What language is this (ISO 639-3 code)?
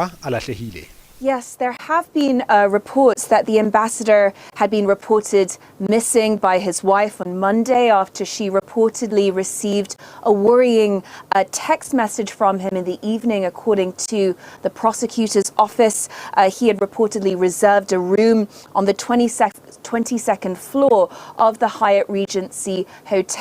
sot